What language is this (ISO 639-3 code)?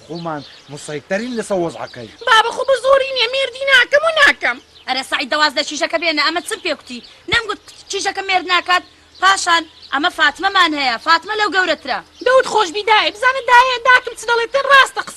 ckb